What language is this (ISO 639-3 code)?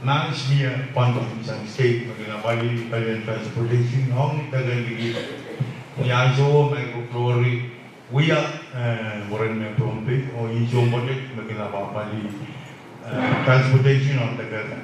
pon